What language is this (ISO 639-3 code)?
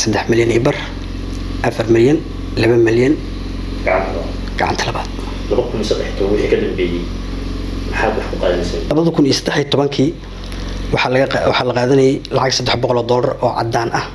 som